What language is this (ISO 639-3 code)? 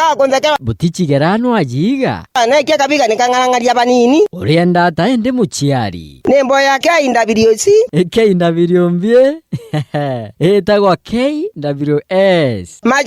mer